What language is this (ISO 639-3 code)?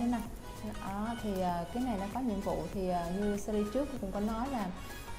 vie